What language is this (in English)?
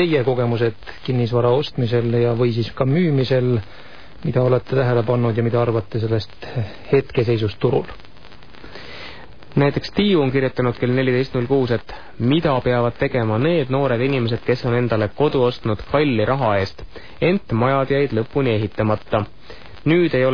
Estonian